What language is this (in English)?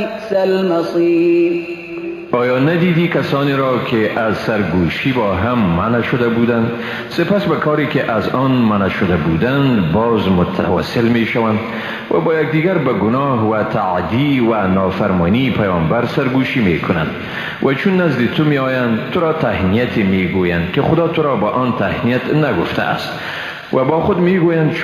Persian